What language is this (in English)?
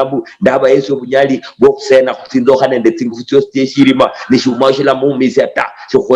Luyia